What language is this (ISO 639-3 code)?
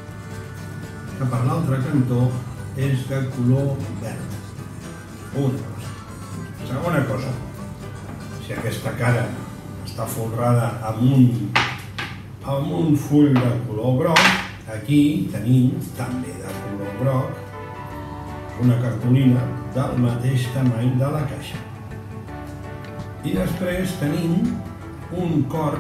cat